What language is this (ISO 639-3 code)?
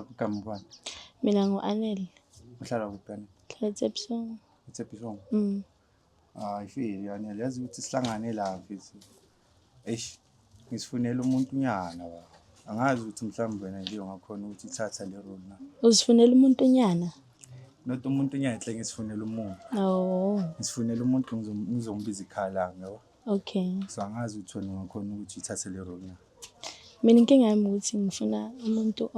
zul